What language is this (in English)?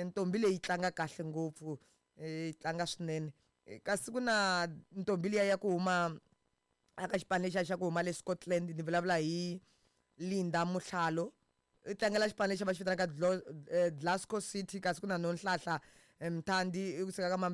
Tsonga